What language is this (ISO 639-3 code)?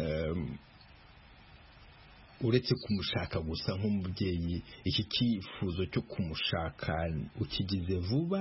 kin